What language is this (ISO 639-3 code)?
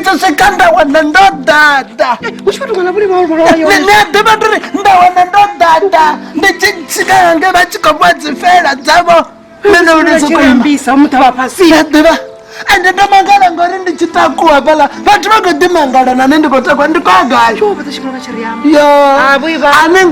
ven